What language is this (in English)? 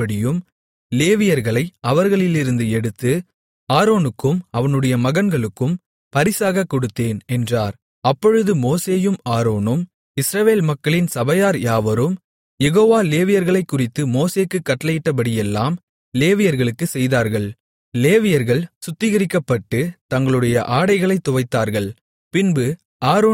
Tamil